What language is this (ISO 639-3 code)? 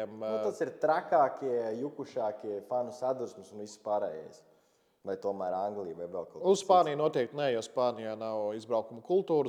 lav